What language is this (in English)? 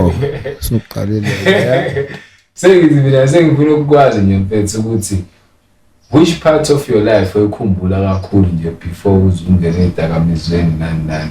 Zulu